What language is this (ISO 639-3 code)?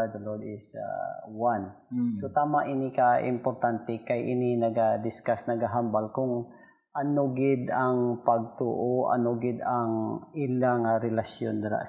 hil